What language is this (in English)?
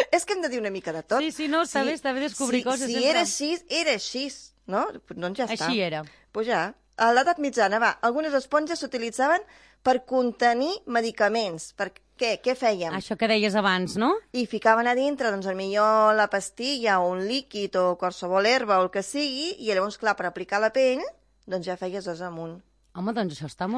Catalan